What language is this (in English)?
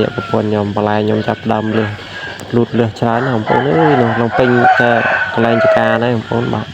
Khmer